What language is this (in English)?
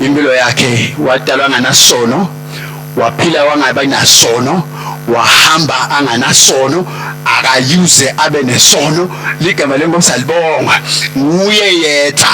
Swati